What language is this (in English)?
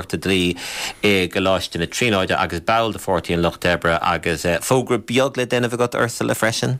Irish